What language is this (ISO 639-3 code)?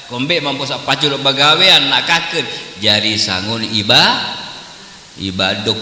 sas